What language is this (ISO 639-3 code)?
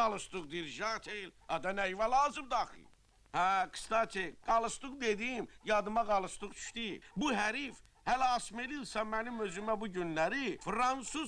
aze